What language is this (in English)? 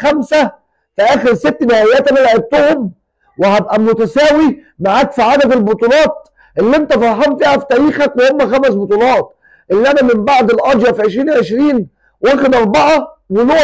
Egyptian Arabic